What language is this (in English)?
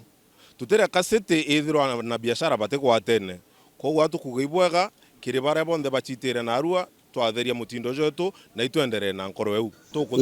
Meru